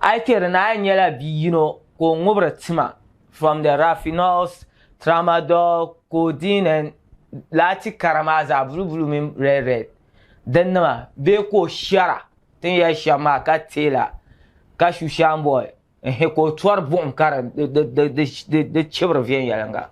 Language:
Dagbani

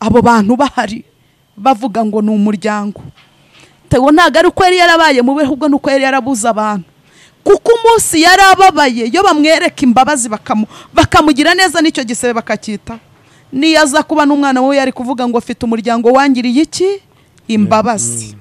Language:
Kinyarwanda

